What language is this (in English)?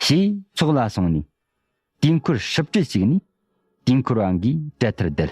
Tibetan